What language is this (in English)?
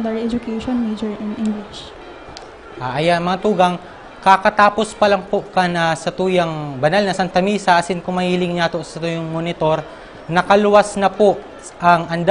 Bikol